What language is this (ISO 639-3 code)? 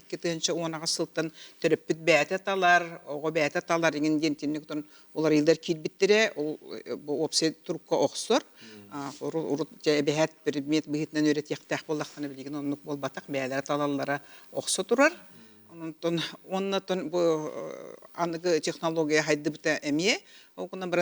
sah